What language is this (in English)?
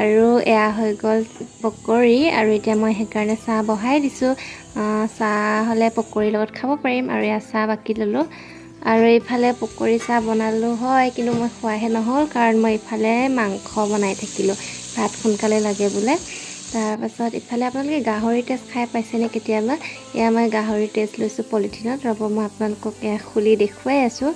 Assamese